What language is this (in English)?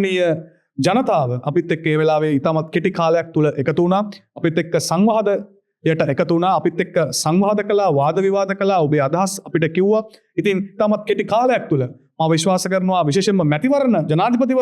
Sinhala